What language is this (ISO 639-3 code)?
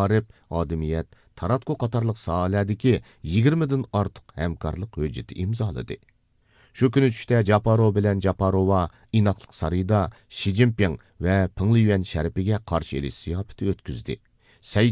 uig